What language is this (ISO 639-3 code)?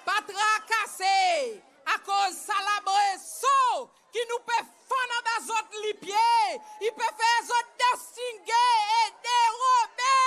crs